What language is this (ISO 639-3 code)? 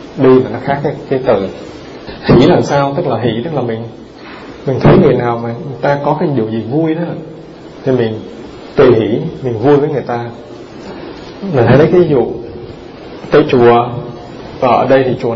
vie